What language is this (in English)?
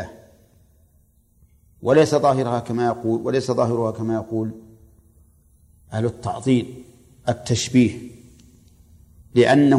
Arabic